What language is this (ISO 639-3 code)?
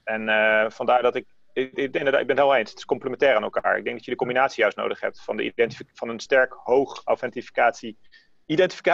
nld